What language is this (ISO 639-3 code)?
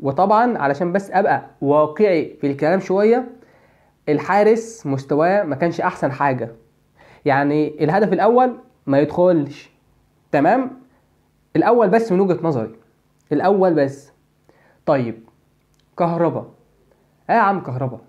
arz